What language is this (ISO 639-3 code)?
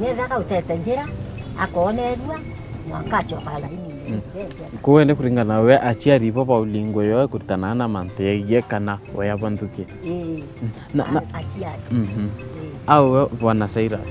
mer